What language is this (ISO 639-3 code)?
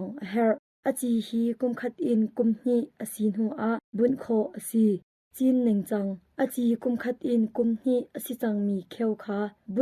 cnh